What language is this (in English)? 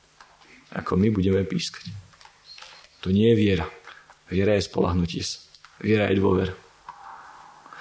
Slovak